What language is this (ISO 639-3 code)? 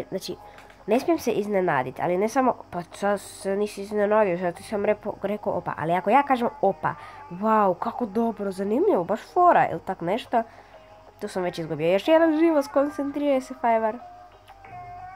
hrv